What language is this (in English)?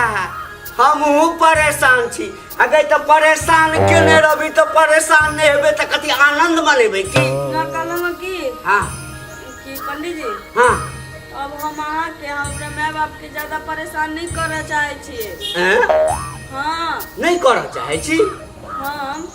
Maithili